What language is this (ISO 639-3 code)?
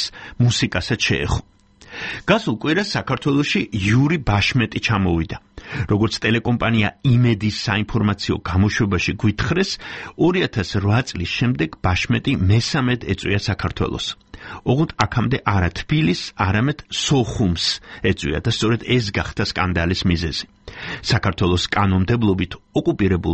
kat